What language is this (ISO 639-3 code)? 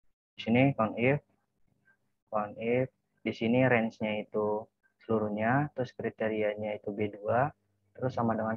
ind